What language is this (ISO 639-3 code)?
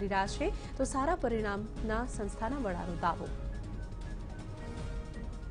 guj